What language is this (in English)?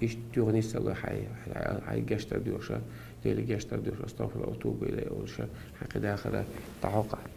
Chechen